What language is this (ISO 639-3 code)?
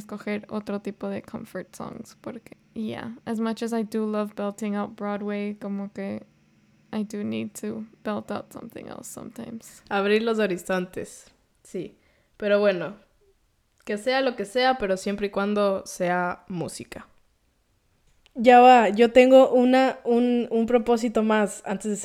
spa